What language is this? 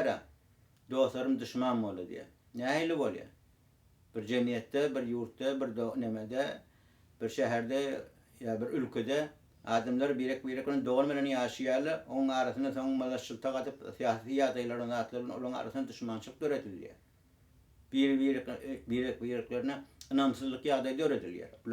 Turkmen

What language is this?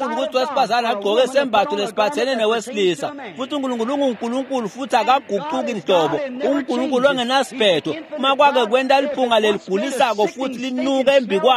Swati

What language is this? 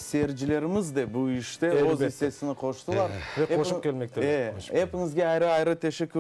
Crimean Tatar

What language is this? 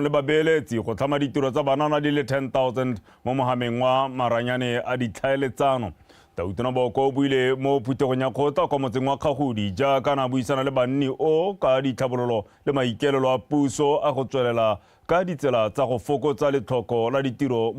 Tswana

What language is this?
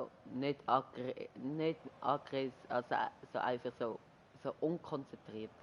Swiss German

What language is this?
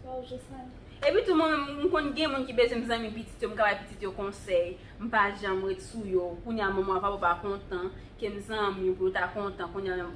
Haitian Creole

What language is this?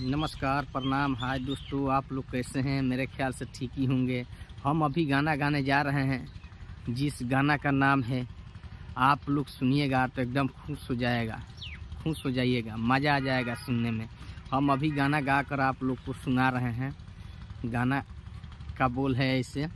Bhojpuri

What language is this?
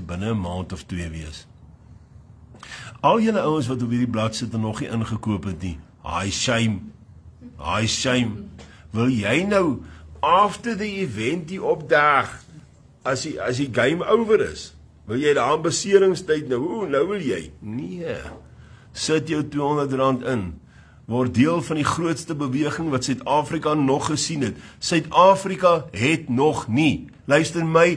Afrikaans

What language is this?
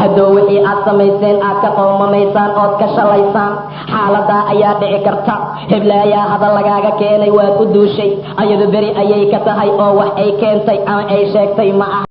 Somali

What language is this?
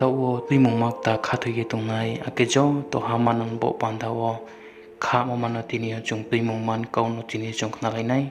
Riang (India)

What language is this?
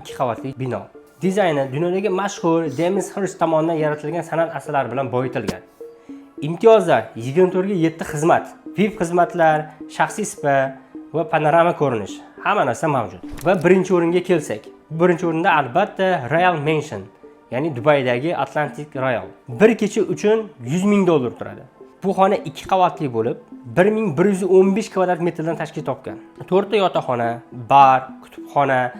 Uzbek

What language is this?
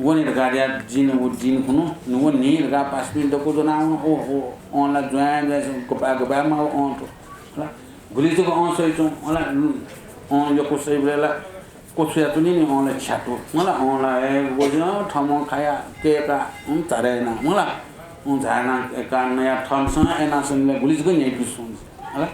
Newari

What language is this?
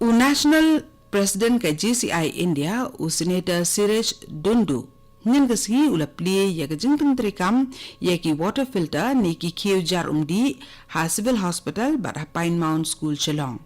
Khasi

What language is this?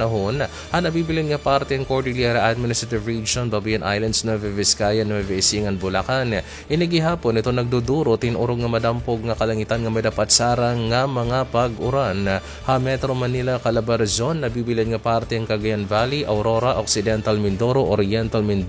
Waray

